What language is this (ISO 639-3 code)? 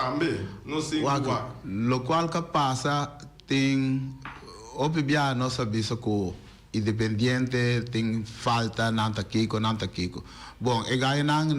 pap